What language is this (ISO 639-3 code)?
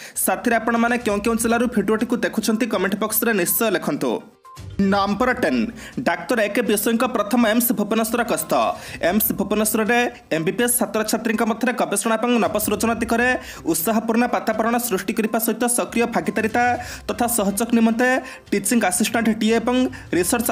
ori